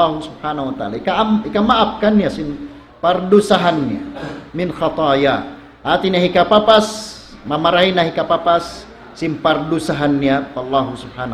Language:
Tausug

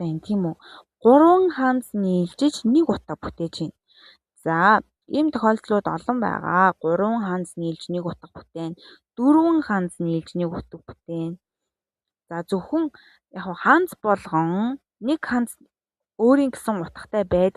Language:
Mongolian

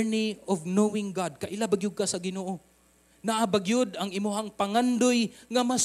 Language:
Cebuano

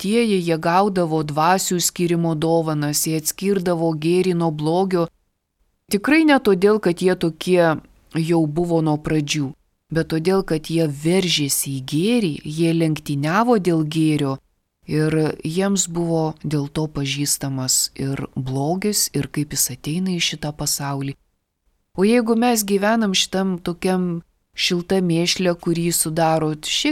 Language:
Lithuanian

